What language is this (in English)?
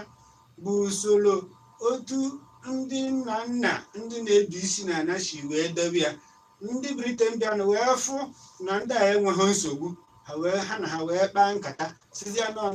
Igbo